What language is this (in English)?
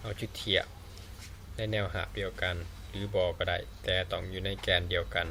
Lao